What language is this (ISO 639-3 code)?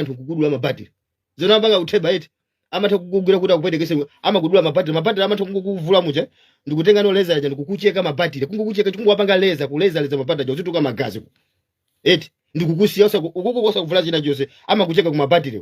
nya